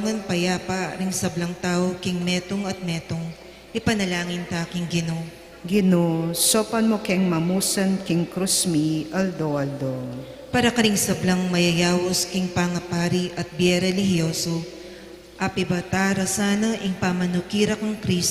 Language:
Pampanga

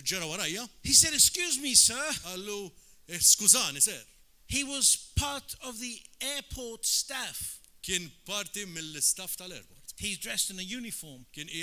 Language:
Maltese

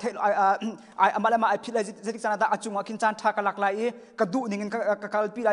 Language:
Hakha Chin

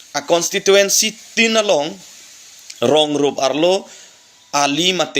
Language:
Karbi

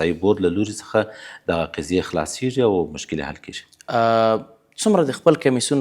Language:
Pashto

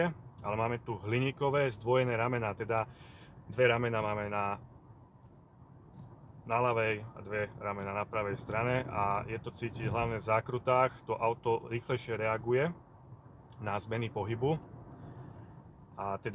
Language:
Slovak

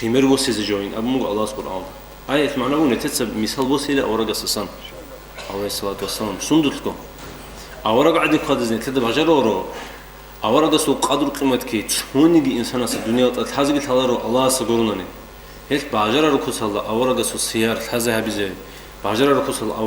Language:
Avaric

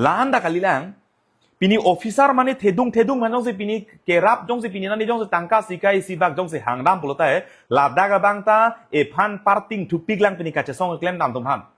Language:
Karbi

